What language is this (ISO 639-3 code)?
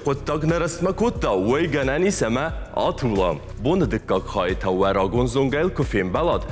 oss